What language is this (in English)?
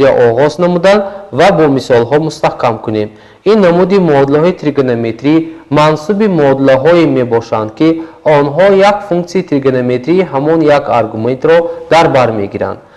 Tajik